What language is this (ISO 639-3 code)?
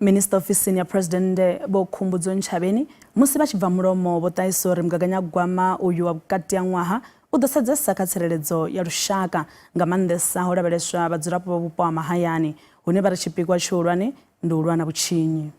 ven